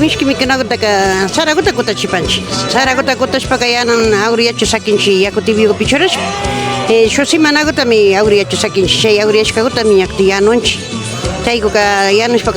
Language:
Imbabura Highland Quichua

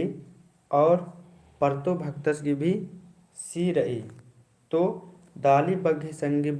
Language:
Kurukh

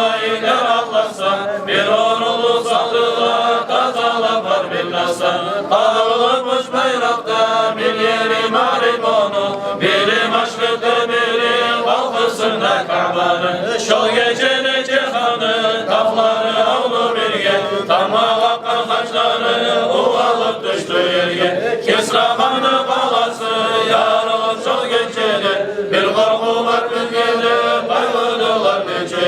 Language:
Kumyk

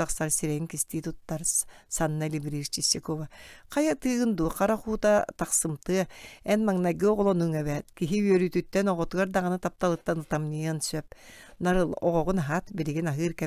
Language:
Yakut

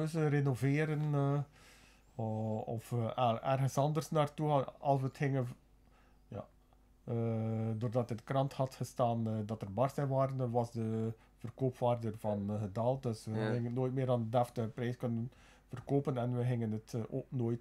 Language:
Dutch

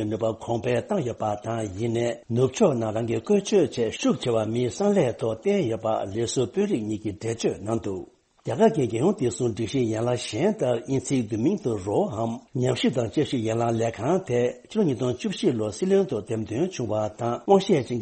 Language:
Tibetan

